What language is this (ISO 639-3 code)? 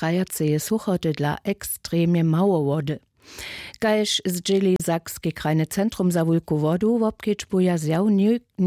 hsb